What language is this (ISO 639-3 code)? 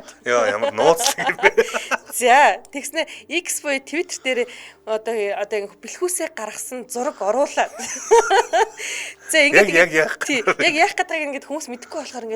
mon